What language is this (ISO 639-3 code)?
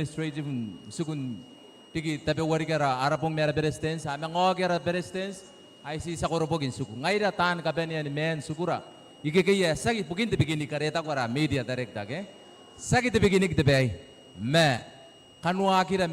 gil